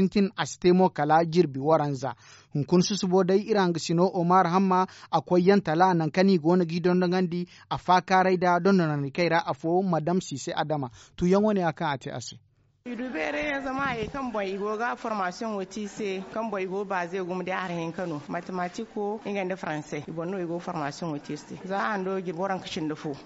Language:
Zarma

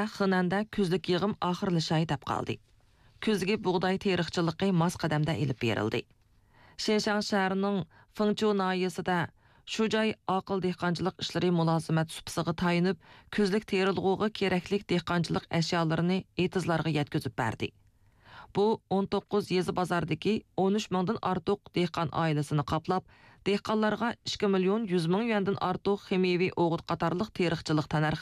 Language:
Uyghur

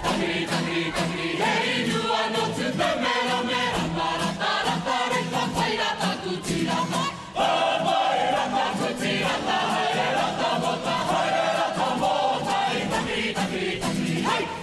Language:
Māori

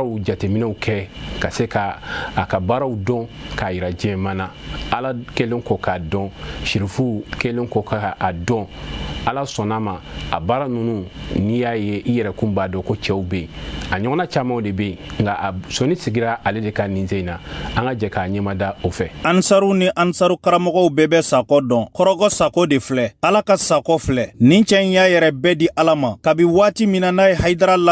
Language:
Bambara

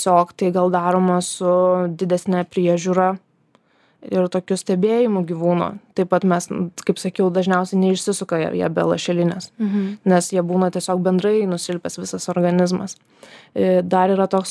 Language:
Lithuanian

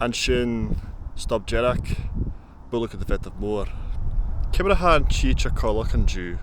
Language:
Scottish Gaelic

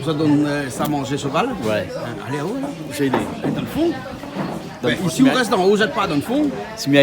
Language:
Réunion Creole French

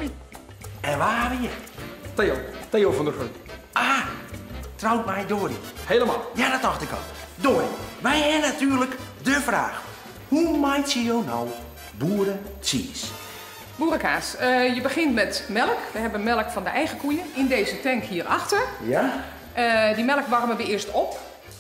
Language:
Western Frisian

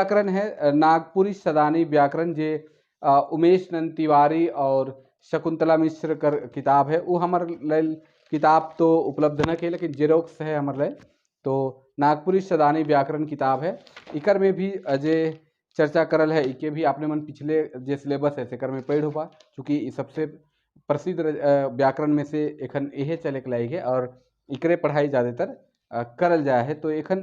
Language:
Sadri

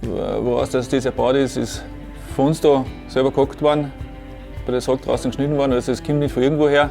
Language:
Bavarian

